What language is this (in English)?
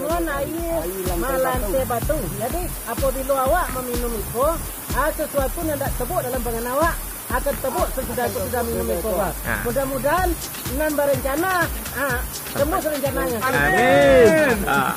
Minangkabau